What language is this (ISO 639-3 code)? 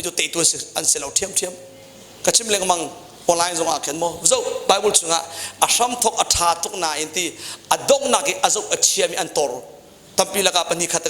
cnh